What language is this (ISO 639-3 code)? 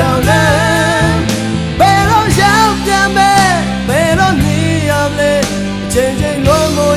mya